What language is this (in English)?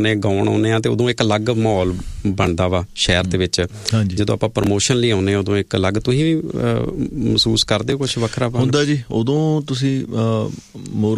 Punjabi